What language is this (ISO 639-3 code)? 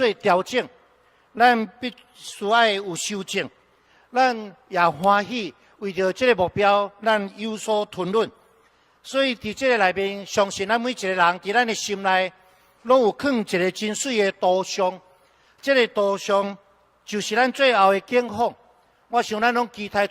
nan